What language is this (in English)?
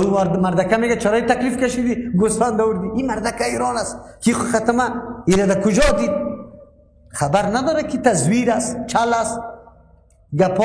Persian